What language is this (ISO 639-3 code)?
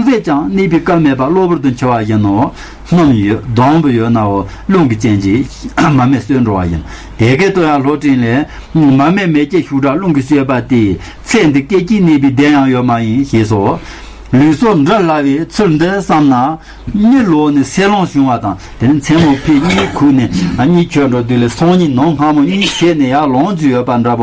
bod